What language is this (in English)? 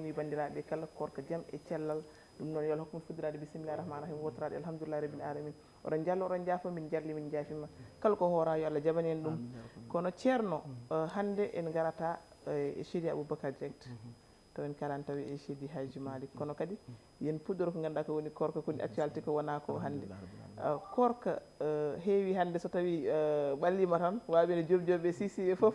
Fula